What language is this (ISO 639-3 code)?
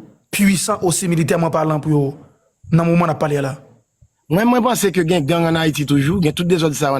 hat